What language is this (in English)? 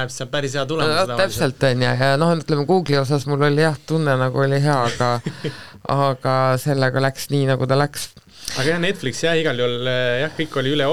Estonian